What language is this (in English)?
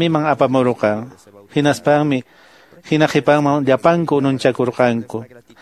Quechua